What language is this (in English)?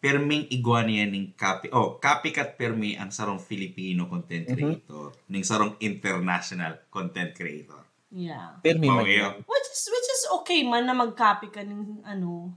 Bikol